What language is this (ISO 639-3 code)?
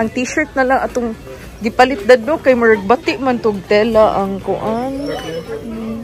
ceb